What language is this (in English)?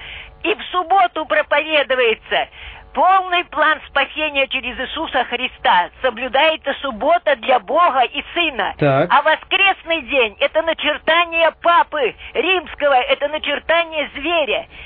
Russian